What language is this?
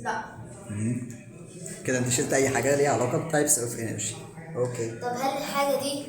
Egyptian Arabic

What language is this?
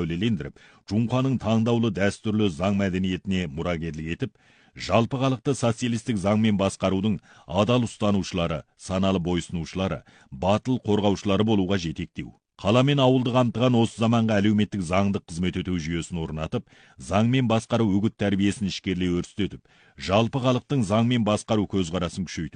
Kazakh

